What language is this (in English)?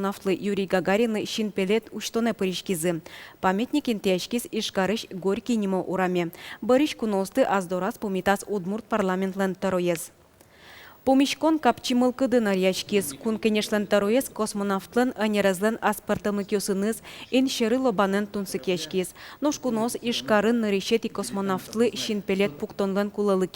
Udmurt